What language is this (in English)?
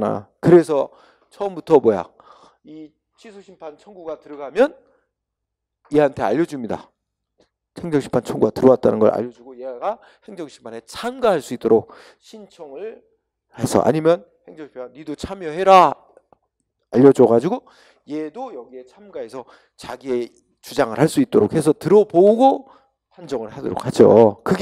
Korean